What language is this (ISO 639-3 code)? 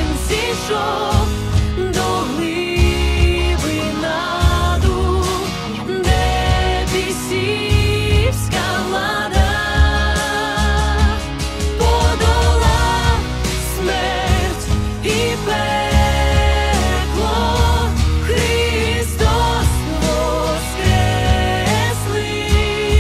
ukr